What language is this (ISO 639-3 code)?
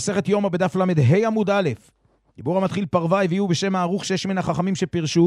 heb